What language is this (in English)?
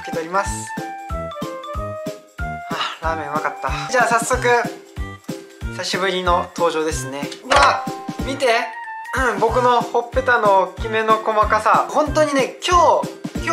Japanese